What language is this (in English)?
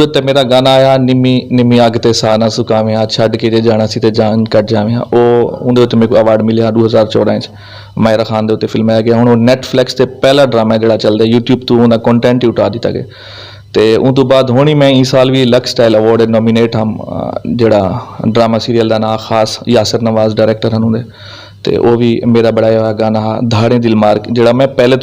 Western Panjabi